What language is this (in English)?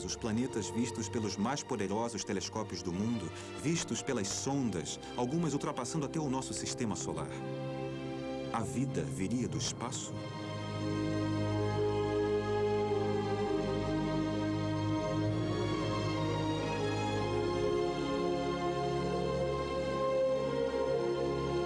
Portuguese